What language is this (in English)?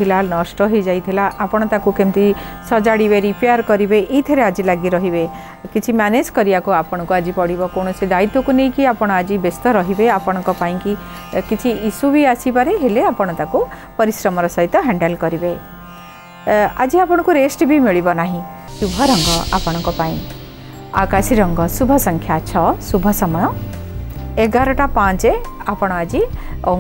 Odia